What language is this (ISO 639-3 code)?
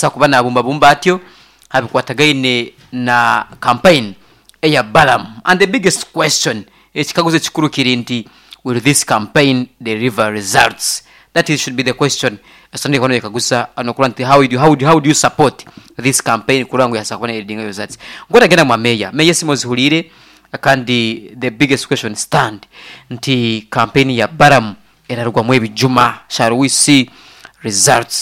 nyn